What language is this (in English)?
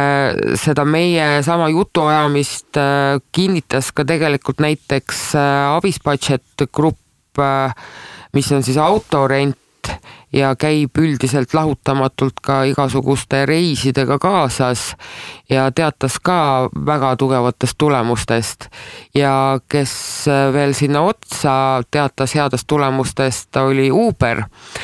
Estonian